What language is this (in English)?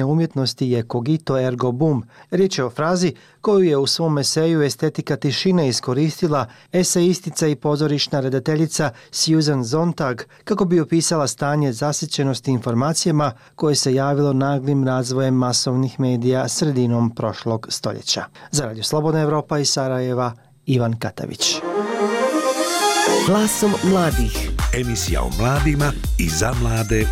Bosnian